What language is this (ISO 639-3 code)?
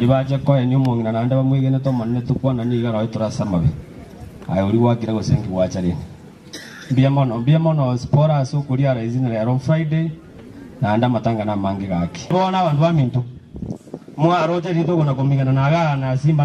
guz